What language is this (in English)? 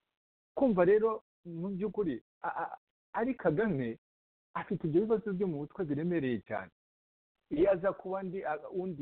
Kinyarwanda